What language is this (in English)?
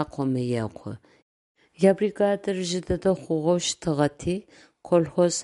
Adyghe